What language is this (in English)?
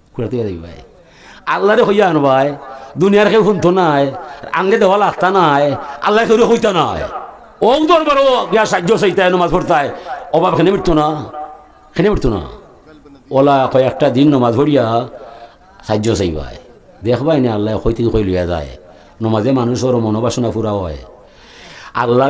Sylheti